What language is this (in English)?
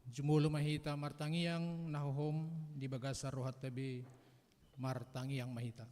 Batak Toba